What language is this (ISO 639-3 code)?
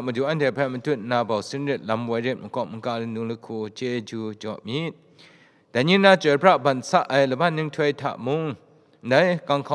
kac